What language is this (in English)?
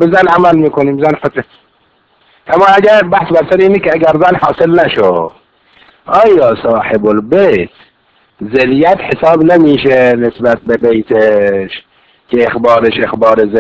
Persian